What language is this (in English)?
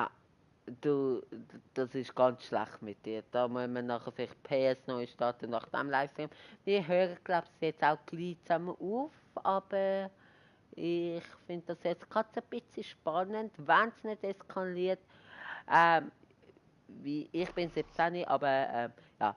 Swiss German